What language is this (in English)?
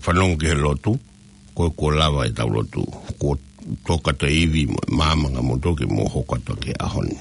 Tongan